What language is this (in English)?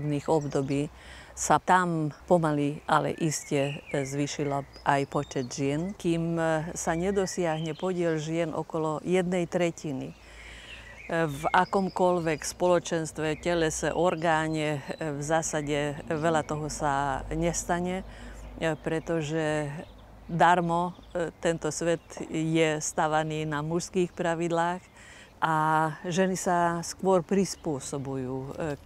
Slovak